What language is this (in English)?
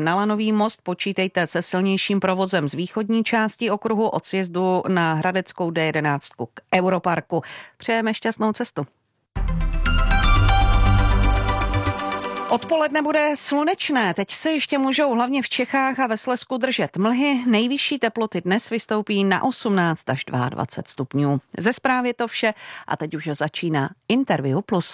Czech